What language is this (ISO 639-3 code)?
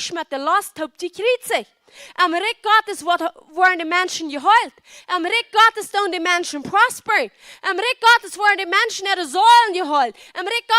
pdt